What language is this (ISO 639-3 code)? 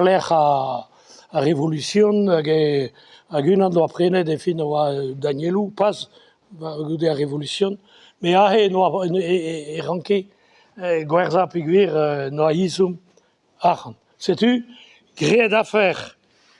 bre